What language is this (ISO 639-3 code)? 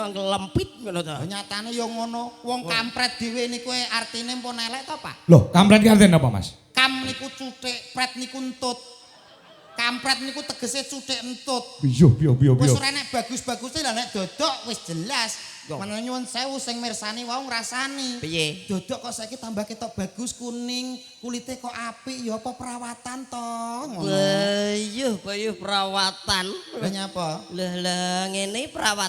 jav